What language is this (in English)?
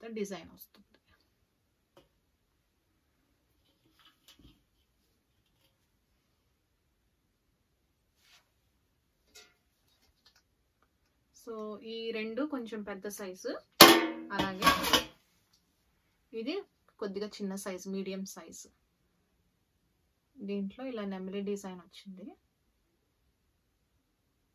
Telugu